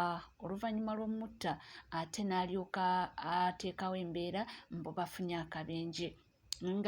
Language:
Ganda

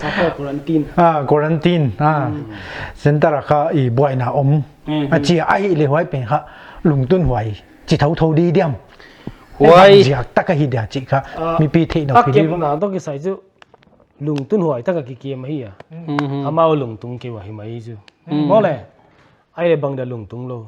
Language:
Paite Chin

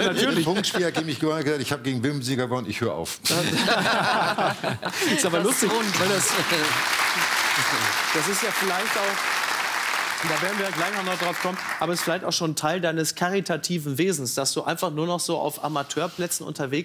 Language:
German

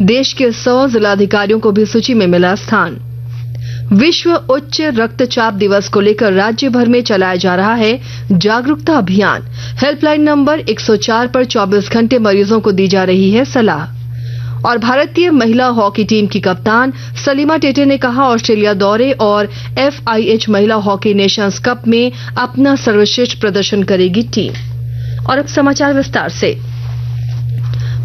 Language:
Hindi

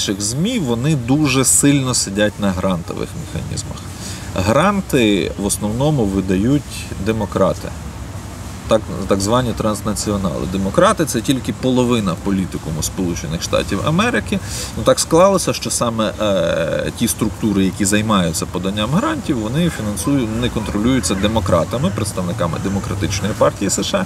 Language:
Ukrainian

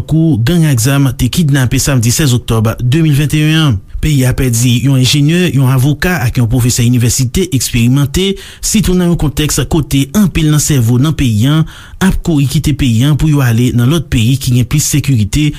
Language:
Haitian Creole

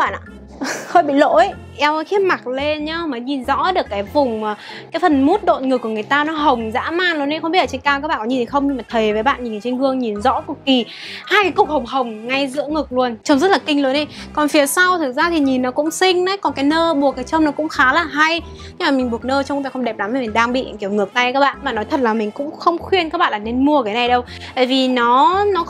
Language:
Vietnamese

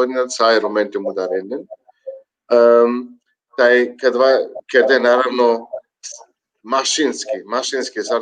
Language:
Balkan Romani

